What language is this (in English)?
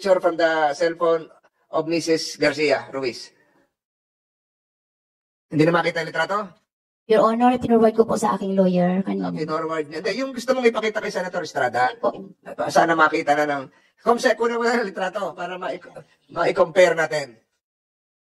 Filipino